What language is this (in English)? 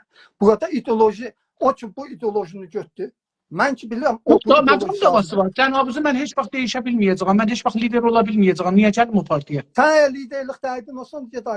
South Azerbaijani